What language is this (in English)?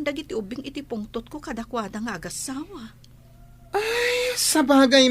Iloko